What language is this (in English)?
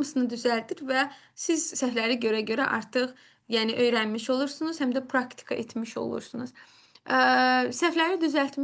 Azerbaijani